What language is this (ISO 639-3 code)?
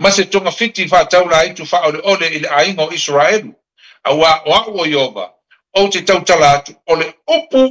smo